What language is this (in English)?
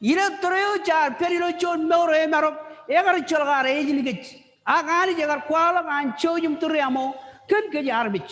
Marshallese